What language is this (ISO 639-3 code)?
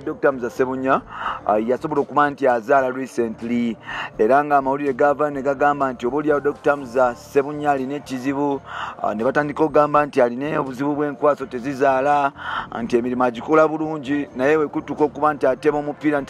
lug